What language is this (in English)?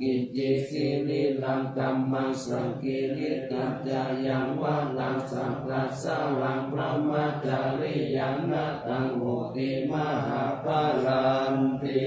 Pali